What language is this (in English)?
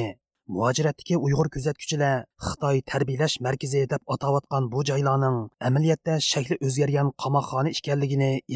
Uyghur